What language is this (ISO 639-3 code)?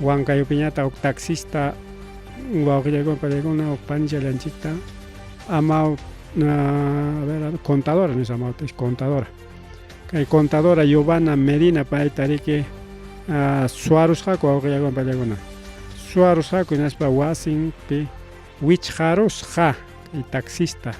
quy